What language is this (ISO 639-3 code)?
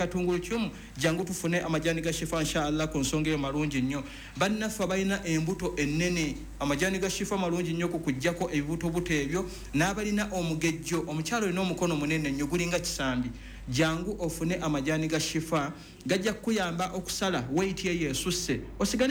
lug